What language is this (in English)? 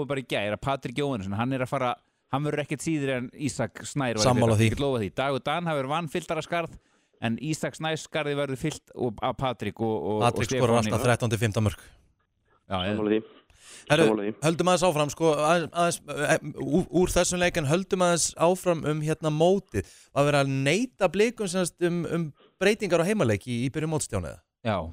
Icelandic